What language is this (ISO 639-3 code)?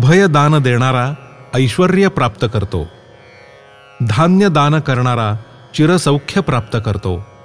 mar